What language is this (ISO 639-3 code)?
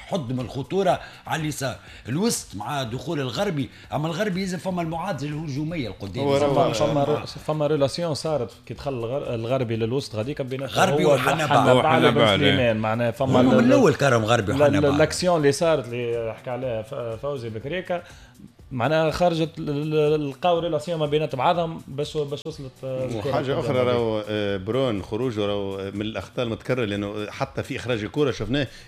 aeb